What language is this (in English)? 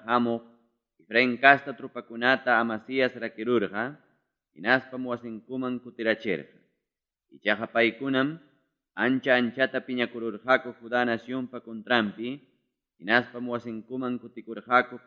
Ayacucho Quechua